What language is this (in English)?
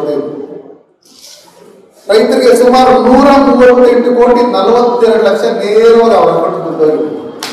Kannada